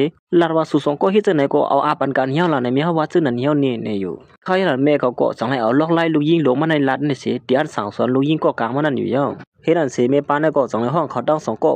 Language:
Shan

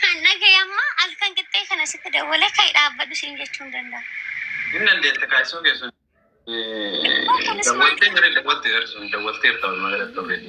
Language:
Oromo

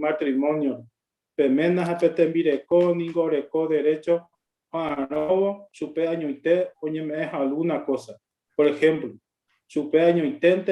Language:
Guarani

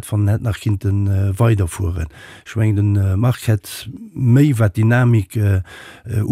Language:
Luxembourgish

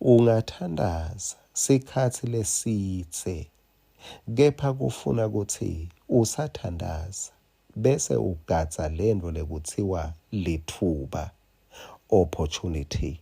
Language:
Swati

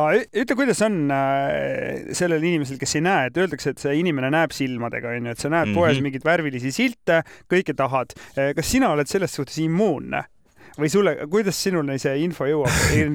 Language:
Estonian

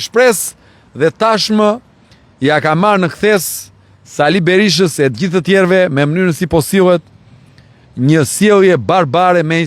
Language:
Albanian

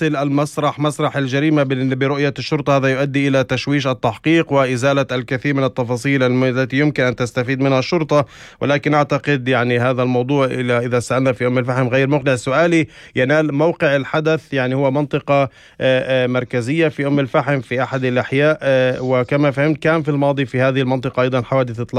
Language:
North Levantine Arabic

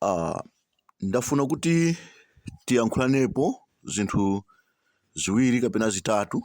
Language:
Nyanja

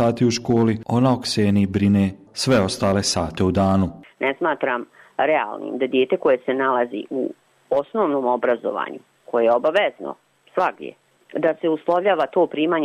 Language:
Bosnian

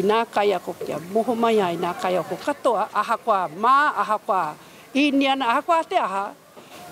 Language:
Māori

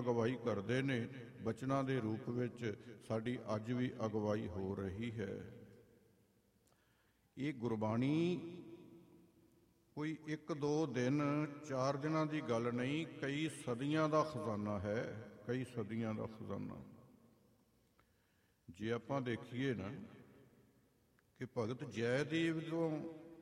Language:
Punjabi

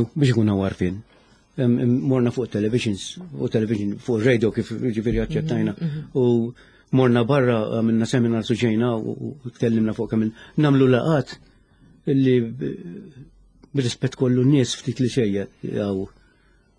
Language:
Maltese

